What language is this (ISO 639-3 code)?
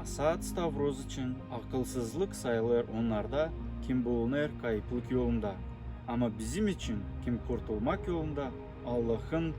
gag